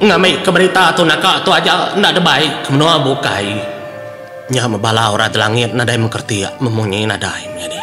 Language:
Iban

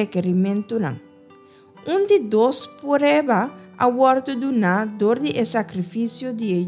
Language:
Papiamento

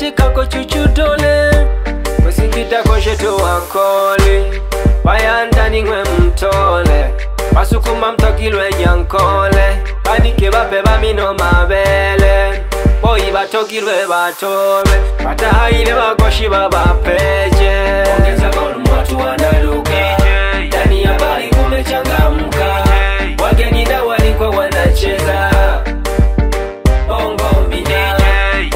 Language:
Swahili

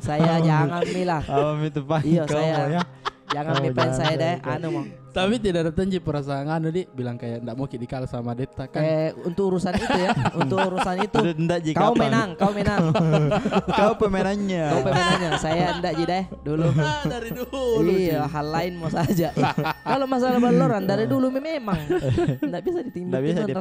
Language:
Makassar Malay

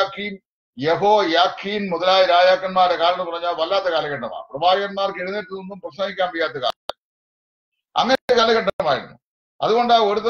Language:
Malayalam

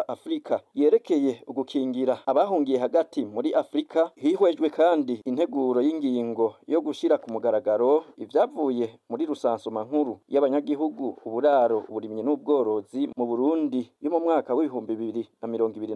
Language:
Rundi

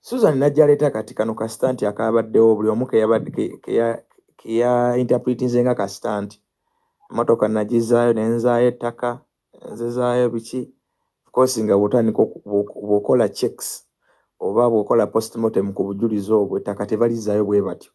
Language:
Ganda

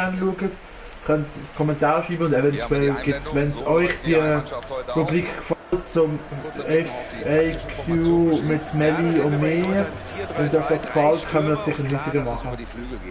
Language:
Swiss German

